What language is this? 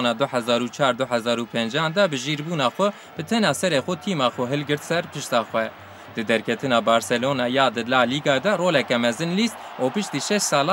Kurdish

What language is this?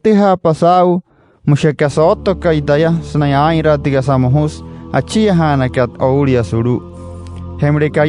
Wayuu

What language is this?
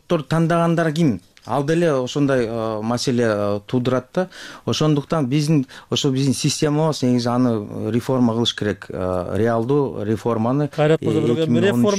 Kyrgyz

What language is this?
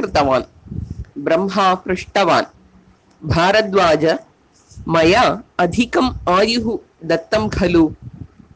Sanskrit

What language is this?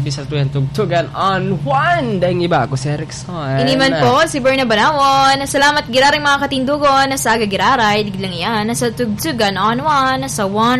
Bikol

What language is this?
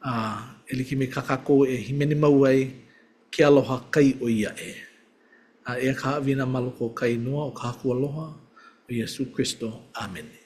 Hawaiian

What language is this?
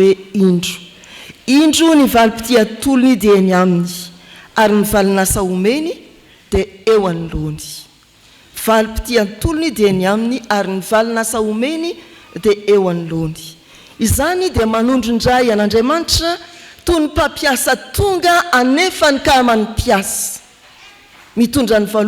Malagasy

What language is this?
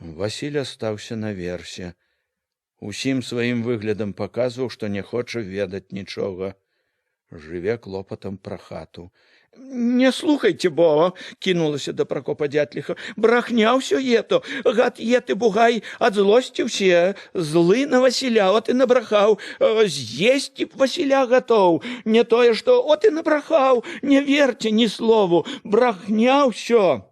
Belarusian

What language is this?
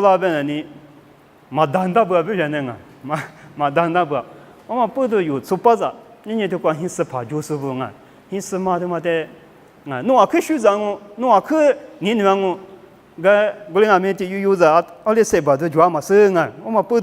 Lisu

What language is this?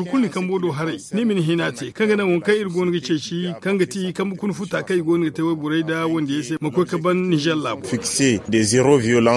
Zarma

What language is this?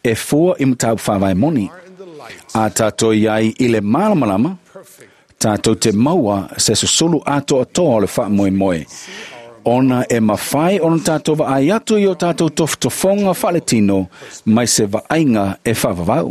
Samoan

